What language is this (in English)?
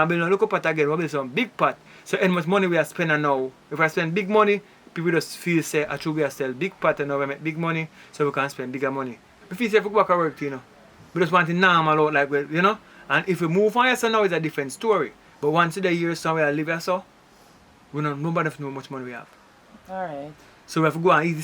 Jamaican Creole English